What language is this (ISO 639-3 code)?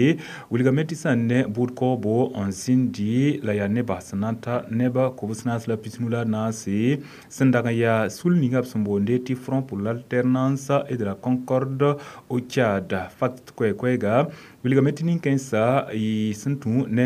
mos